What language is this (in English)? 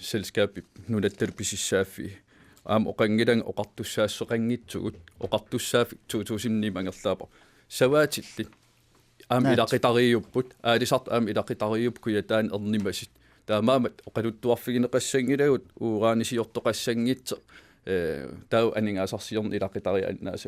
Kalaallisut